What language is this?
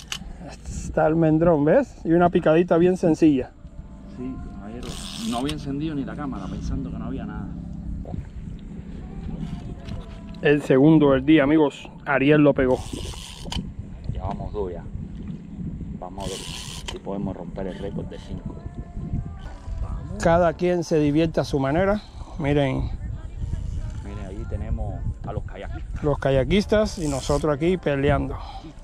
Spanish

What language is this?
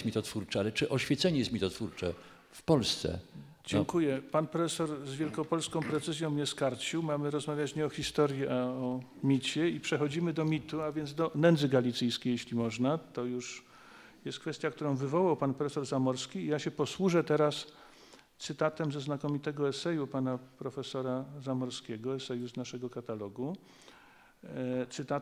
Polish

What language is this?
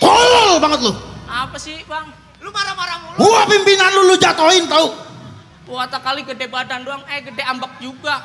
Betawi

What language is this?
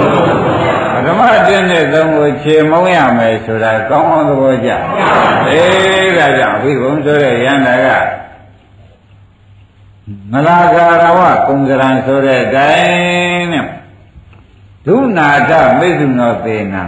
Burmese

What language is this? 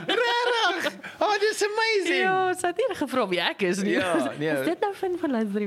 Afrikaans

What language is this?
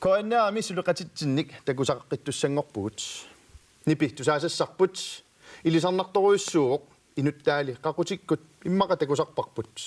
Kalaallisut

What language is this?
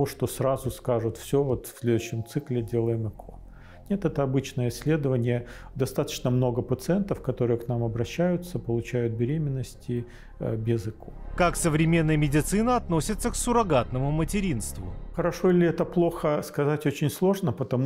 Russian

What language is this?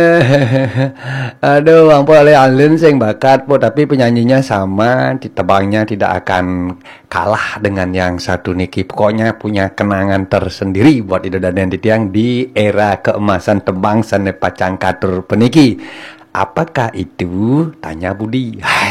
Balinese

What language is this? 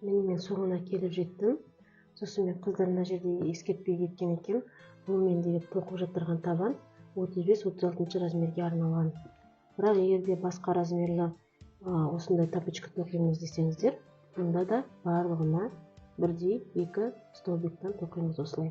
Kazakh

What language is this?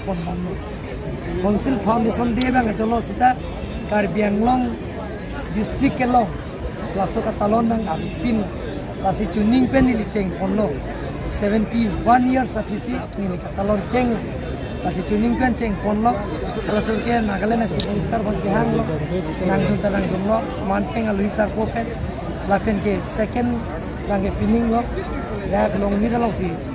Karbi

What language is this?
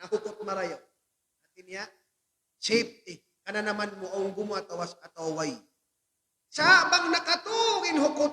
Tausug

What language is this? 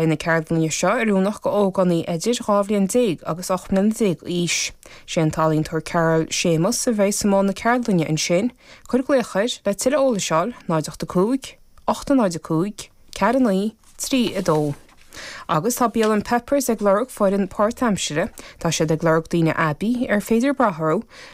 Irish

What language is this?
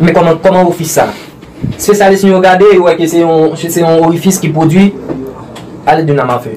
Haitian Creole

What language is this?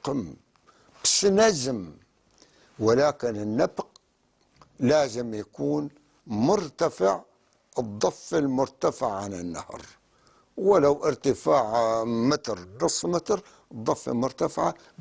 North Levantine Arabic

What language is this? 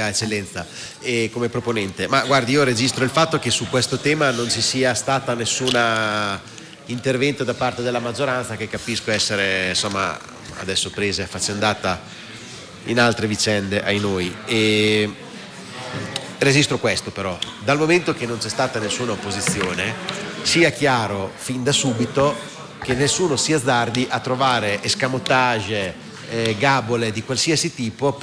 Italian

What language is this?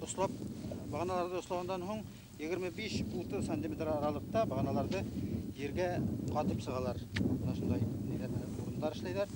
Bashkir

